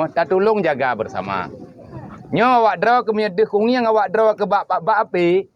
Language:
Achinese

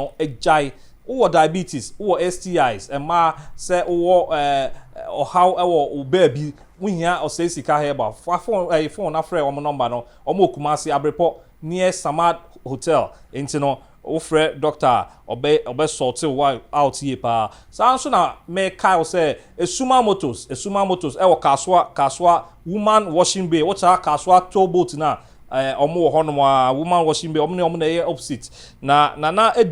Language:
Akan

